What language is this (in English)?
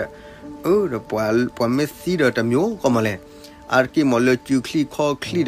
S'gaw Karen